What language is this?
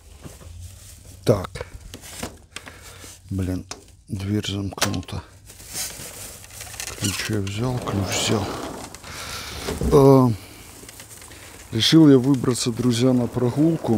Russian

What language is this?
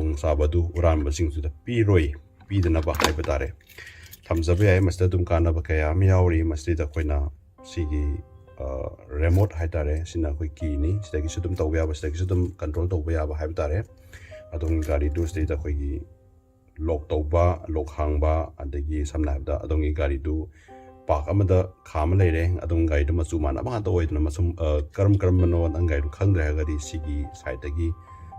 Manipuri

